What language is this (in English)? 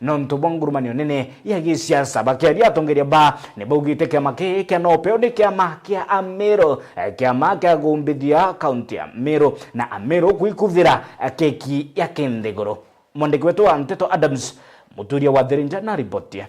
Meru